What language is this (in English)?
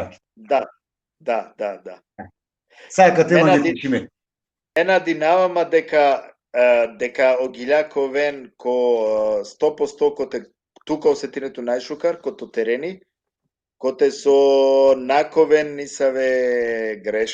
Balkan Romani